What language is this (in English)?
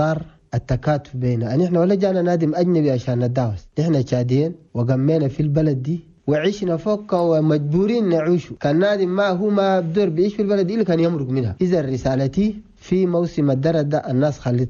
Chadian Arabic